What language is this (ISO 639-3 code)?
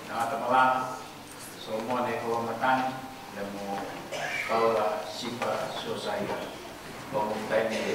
ton